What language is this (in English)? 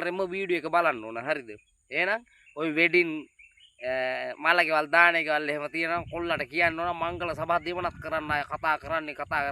Sinhala